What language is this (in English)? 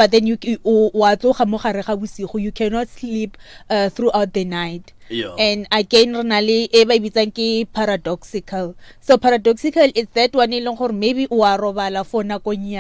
Northern Sotho